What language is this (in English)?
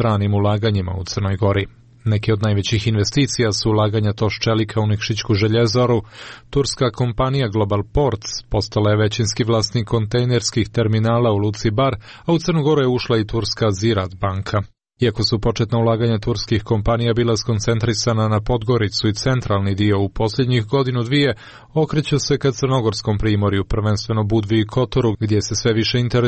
Serbian